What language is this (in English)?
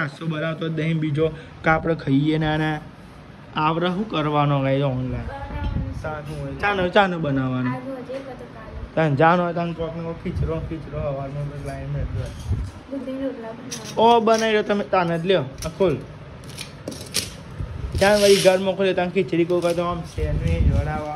Gujarati